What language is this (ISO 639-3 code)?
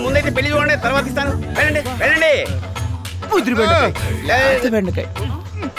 tel